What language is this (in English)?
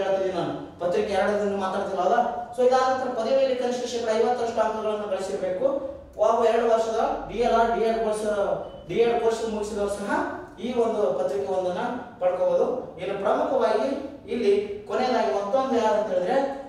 Kannada